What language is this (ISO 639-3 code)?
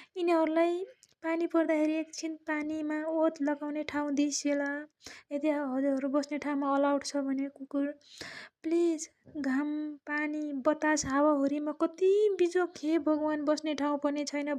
nep